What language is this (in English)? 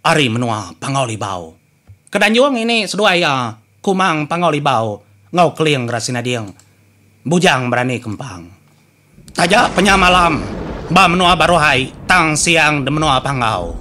Iban